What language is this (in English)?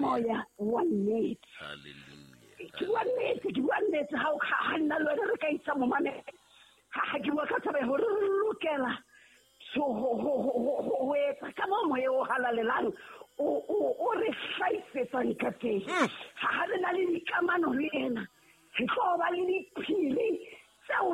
Southern Sotho